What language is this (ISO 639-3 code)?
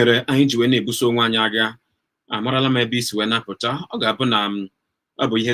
ibo